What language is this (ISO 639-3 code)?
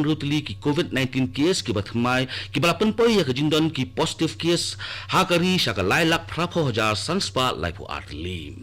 kha